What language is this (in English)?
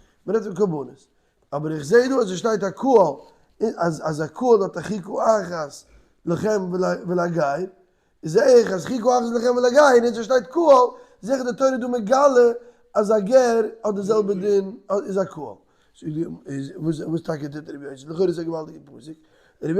Yiddish